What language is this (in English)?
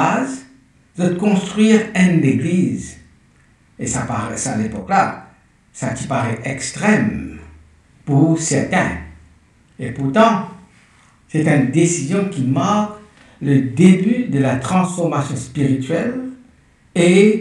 Morisyen